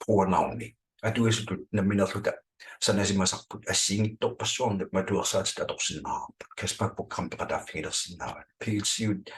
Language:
Kalaallisut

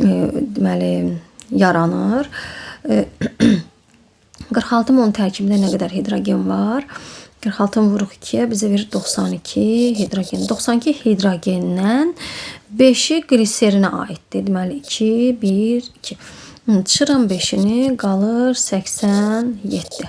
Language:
Azerbaijani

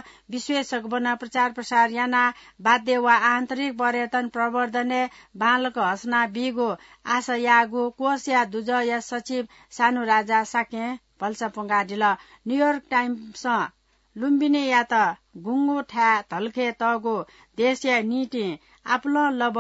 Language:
Newari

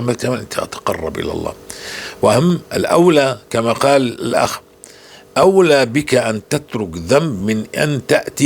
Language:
North Levantine Arabic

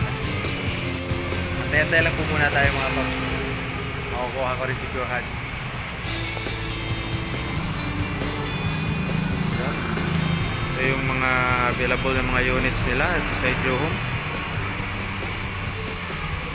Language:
Filipino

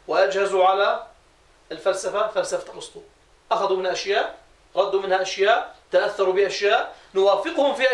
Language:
Arabic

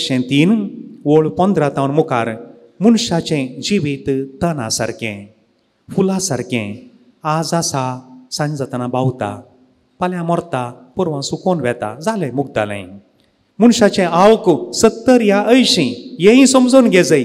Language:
Konkani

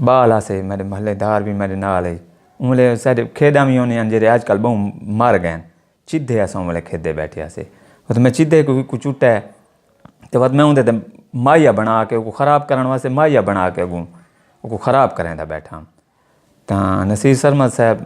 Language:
Saraiki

